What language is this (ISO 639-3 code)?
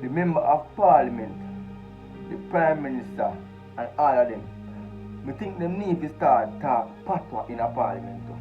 jam